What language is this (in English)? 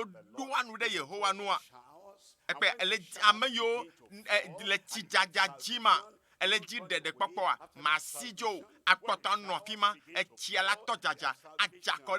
Ewe